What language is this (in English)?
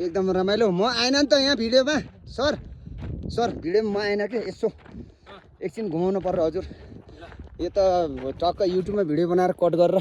Nepali